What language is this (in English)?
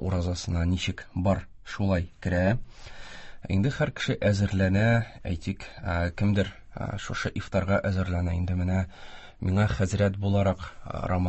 Tatar